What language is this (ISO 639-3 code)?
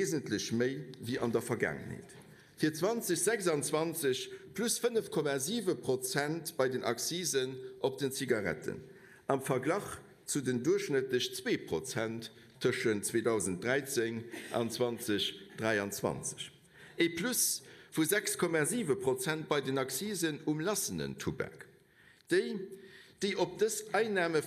ltz